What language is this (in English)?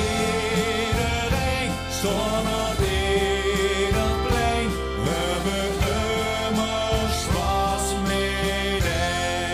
Limburgish